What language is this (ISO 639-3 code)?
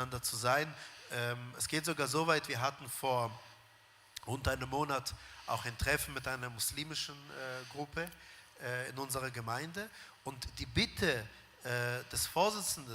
gsw